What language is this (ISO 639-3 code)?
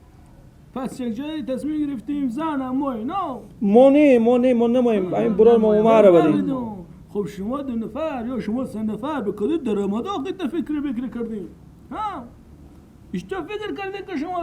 fas